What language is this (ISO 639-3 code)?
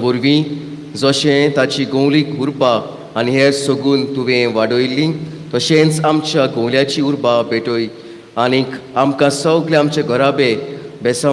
kok